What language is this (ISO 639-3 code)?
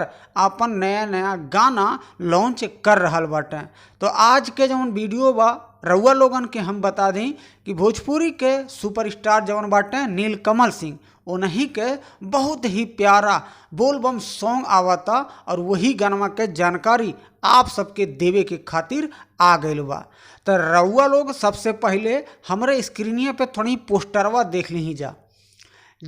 bho